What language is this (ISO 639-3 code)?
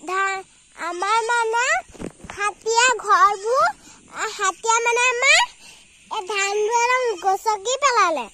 asm